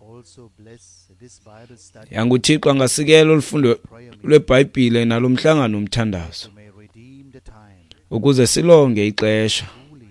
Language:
Xhosa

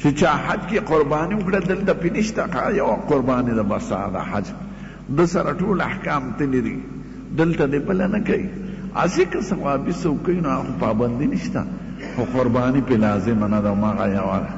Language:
Pashto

